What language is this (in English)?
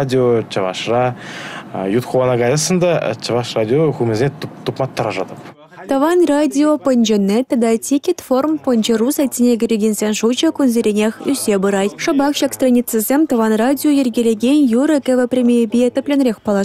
Chuvash